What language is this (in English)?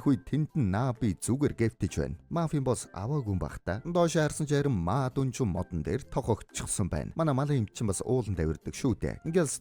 Mongolian